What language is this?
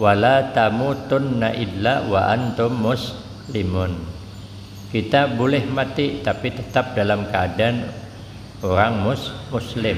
Banjar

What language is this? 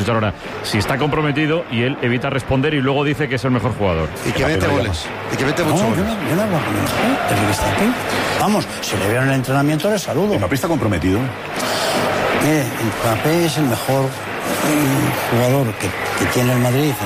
Spanish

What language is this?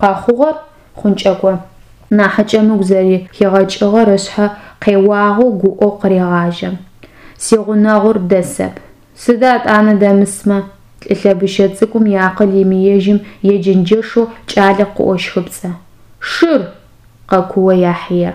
Adyghe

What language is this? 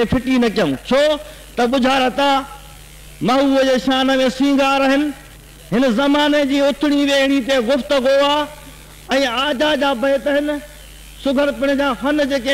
Sindhi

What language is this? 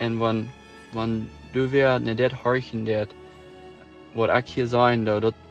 Plautdietsch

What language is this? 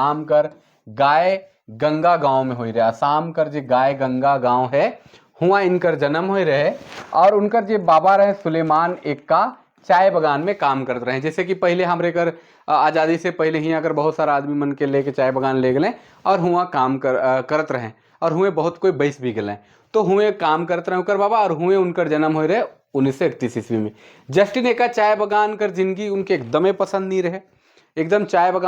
Sadri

